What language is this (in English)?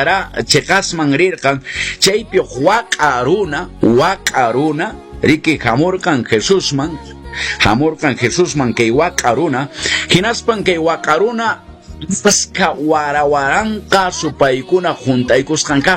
Quechua